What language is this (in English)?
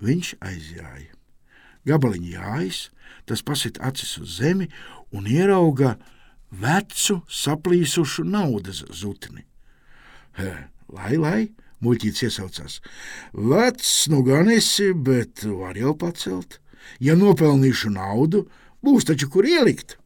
Latvian